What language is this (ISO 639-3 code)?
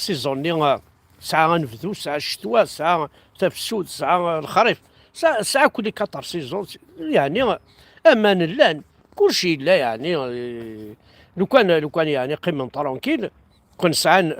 kab